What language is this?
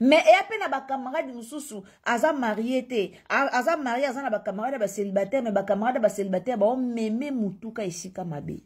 Lingala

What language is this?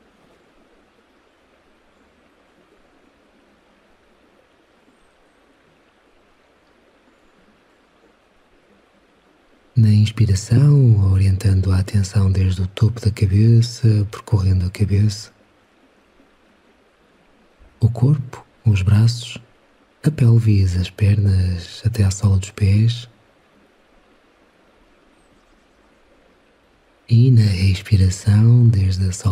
Portuguese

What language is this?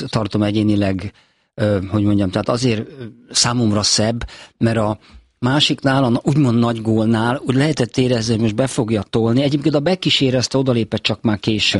Hungarian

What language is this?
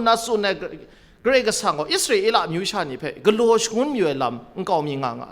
Kachin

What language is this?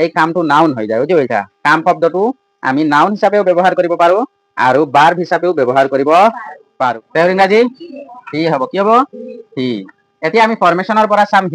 Assamese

